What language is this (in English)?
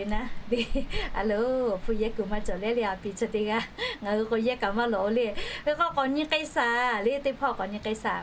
Lahu